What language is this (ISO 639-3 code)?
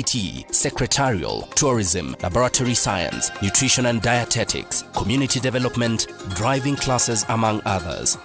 kam